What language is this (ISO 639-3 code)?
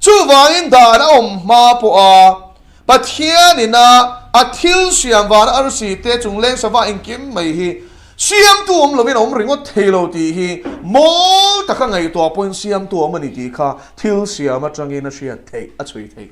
lus